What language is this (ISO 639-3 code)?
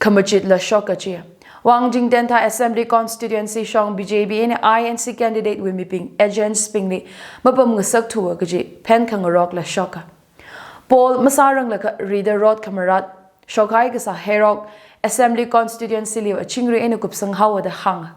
nmf